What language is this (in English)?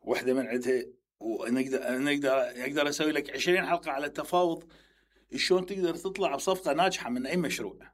Mesopotamian Arabic